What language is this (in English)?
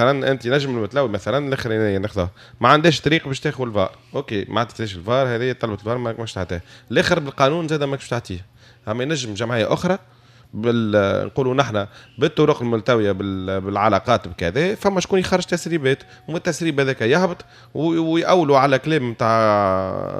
Tunisian Arabic